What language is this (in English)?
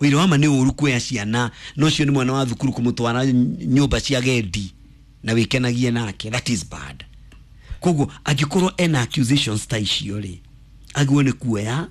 Kikuyu